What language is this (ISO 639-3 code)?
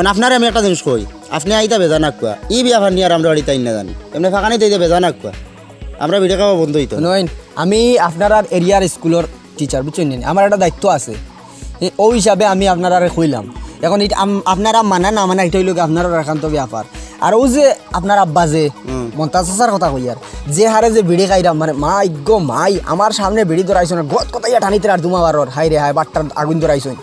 syl